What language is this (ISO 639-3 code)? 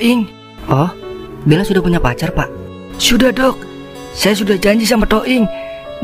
bew